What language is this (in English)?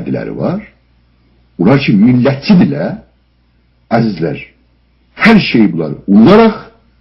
South Azerbaijani